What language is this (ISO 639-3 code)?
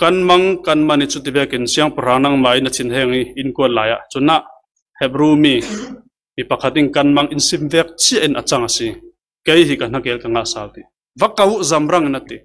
cfm